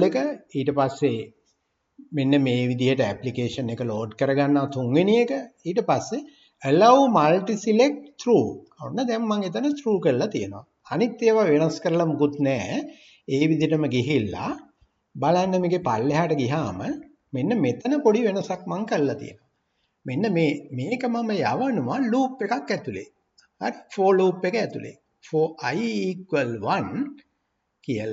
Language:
Sinhala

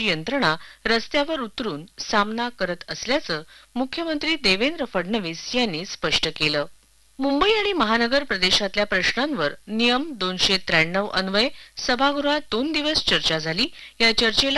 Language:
Marathi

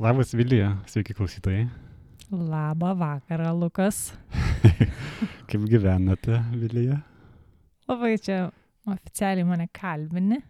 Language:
Lithuanian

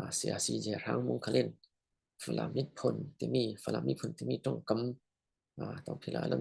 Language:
Falam Chin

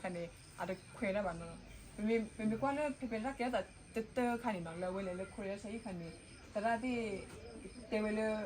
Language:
S'gaw Karen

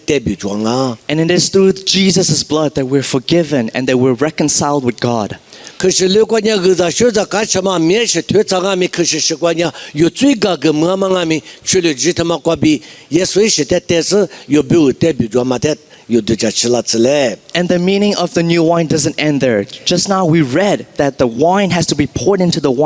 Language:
Lisu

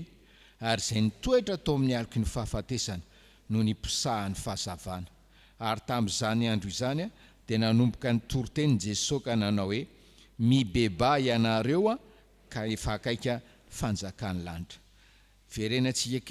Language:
Malagasy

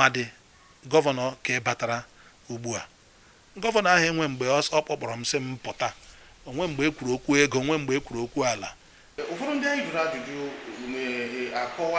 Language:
Igbo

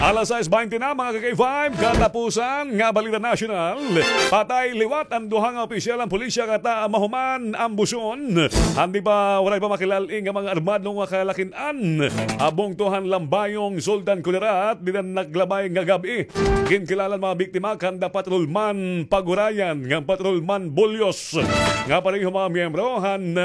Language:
Waray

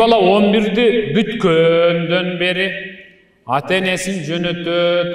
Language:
Kyrgyz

